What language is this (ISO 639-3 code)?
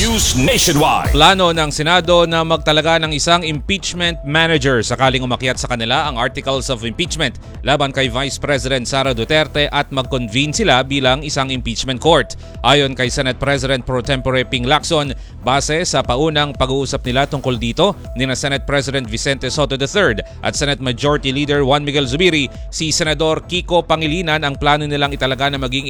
fil